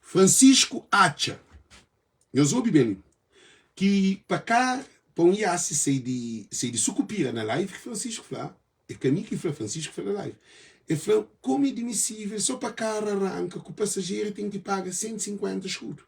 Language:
Kabuverdianu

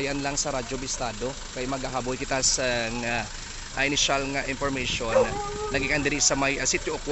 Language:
Hiligaynon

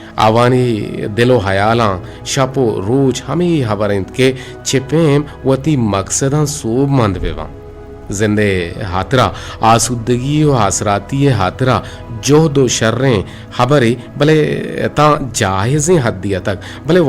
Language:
Eastern Balochi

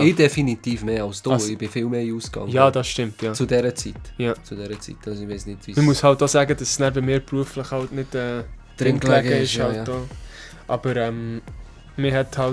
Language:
Swiss German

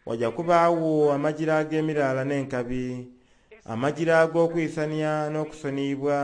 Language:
Soga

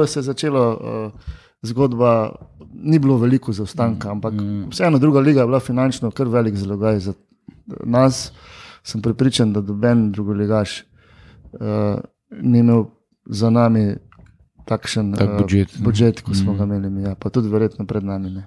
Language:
Slovenian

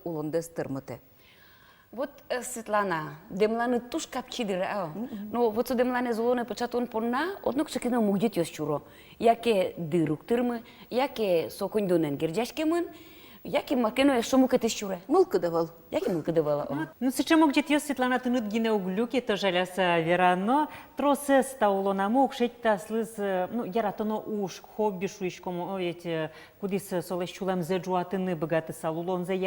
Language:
Udmurt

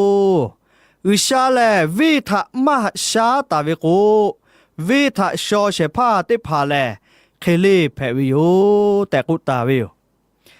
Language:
Lahu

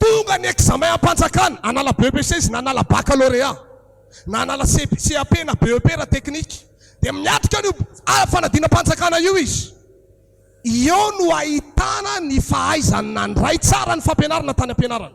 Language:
Malagasy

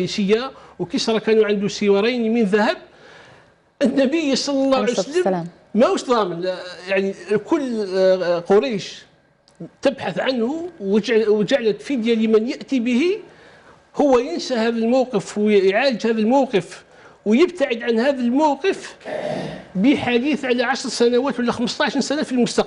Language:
Arabic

